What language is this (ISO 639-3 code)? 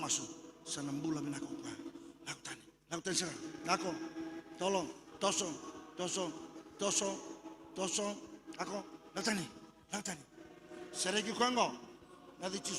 fij